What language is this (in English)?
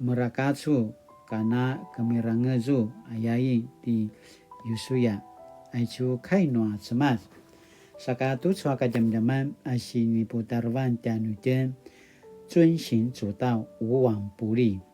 Paiwan